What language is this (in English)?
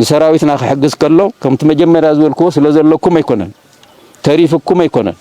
Tigrinya